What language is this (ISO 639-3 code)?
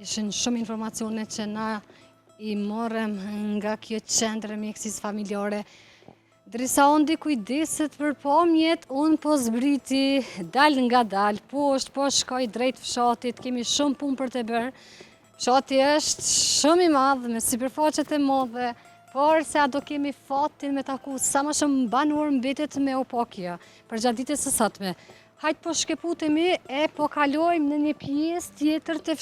sqi